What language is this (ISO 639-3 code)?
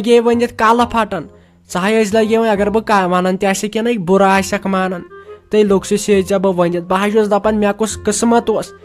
kas